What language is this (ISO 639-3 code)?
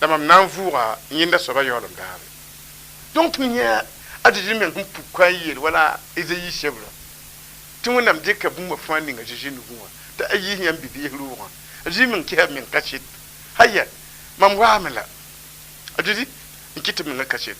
mos